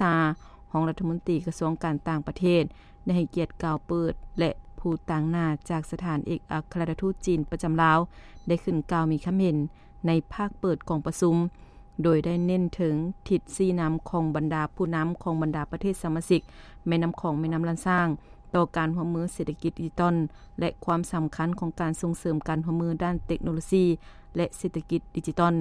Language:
Lao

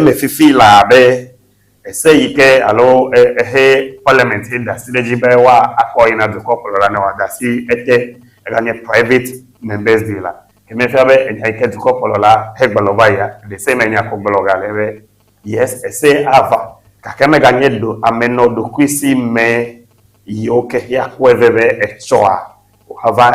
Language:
Ewe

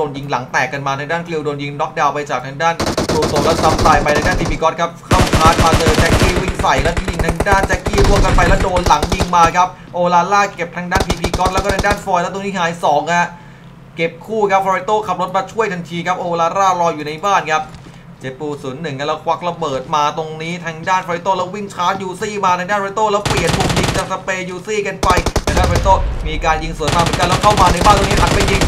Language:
Thai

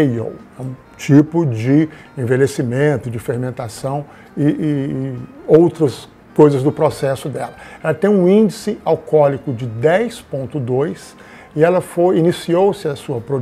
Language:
Portuguese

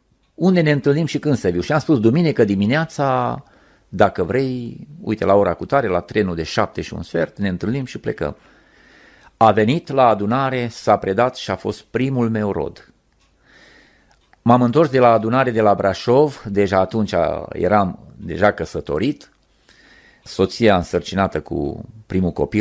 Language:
Romanian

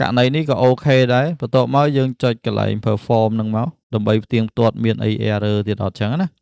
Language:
Khmer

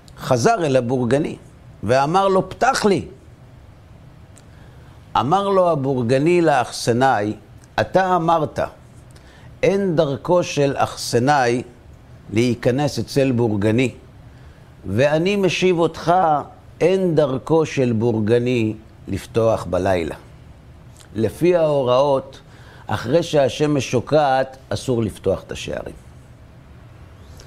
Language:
Hebrew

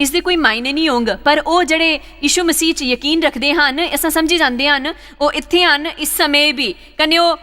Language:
Dogri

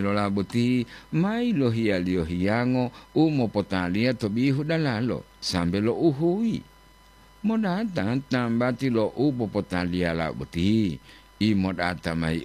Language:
Gorontalo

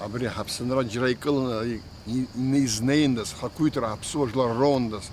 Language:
Abkhazian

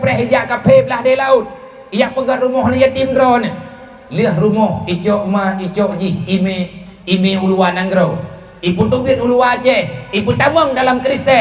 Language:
Achinese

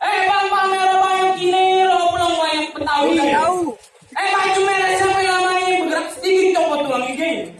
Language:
Betawi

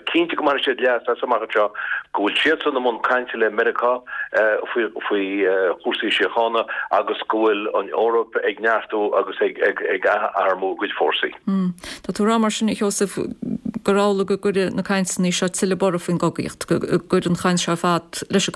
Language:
Irish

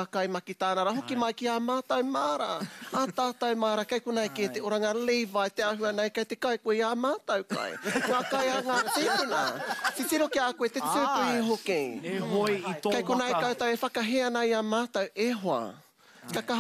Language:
Māori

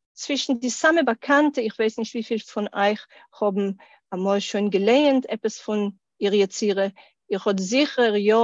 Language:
Yiddish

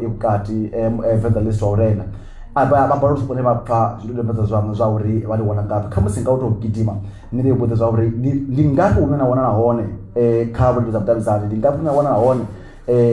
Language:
Venda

